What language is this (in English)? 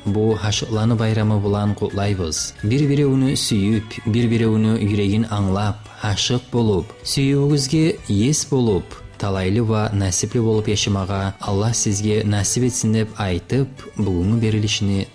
Kumyk